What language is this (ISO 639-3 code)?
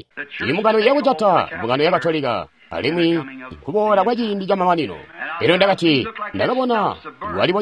toi